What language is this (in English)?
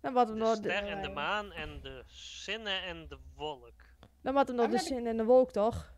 Western Frisian